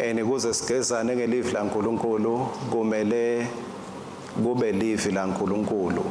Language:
Swati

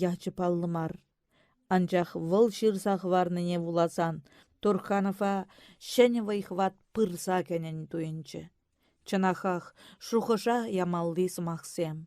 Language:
Chuvash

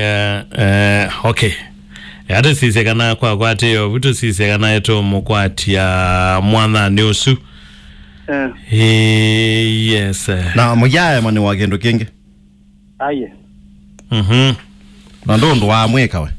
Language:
Kamba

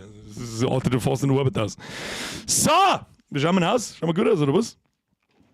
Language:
Bavarian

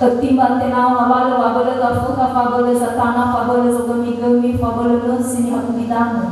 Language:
Nias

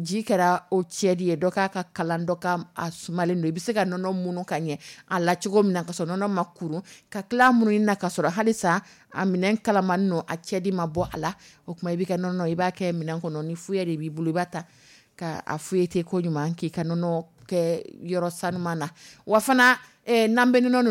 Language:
Dyula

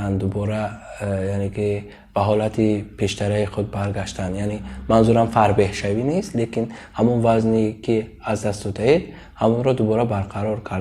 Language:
Tajik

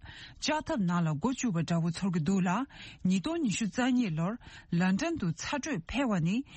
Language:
Tibetan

